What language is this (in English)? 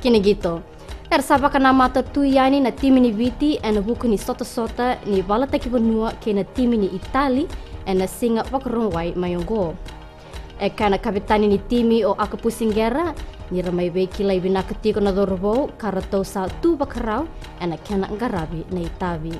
Fijian